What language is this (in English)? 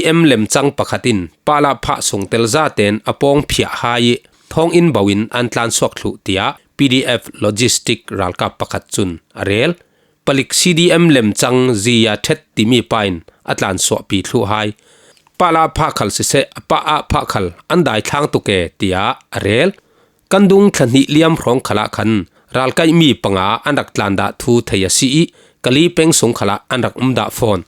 Falam Chin